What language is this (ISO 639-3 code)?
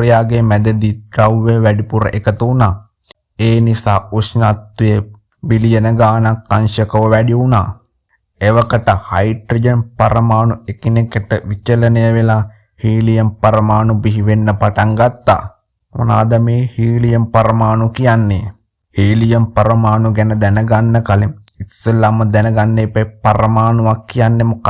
sin